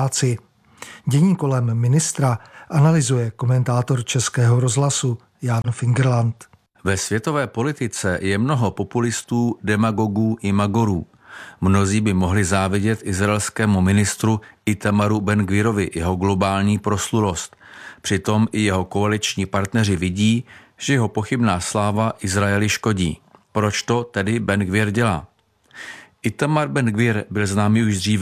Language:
Czech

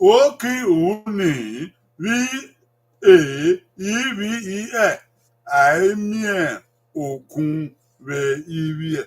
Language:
Bini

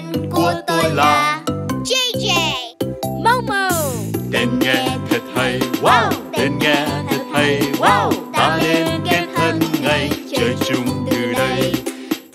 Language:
Vietnamese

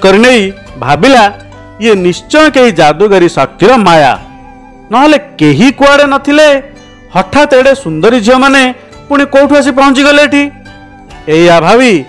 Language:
Odia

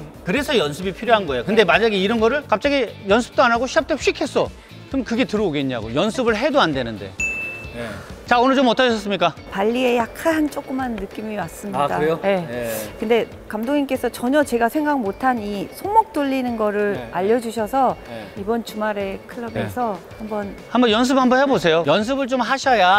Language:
Korean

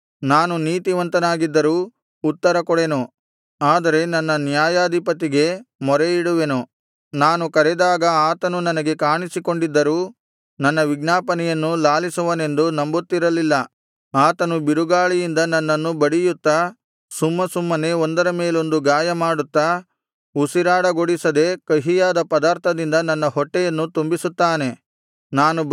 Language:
Kannada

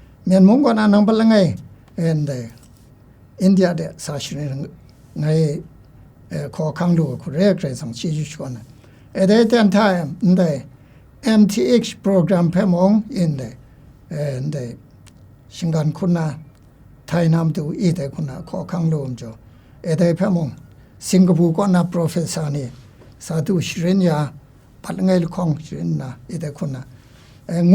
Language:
Kachin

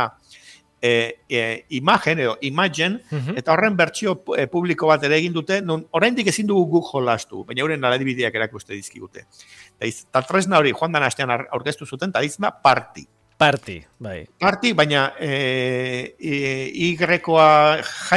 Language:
Basque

